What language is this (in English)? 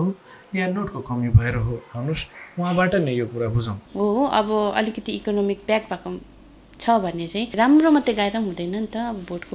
Nepali